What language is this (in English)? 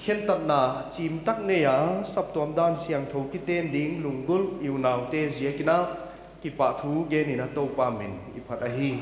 Paite Chin